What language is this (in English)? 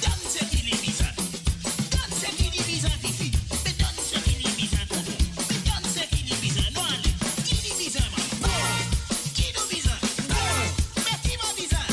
Morisyen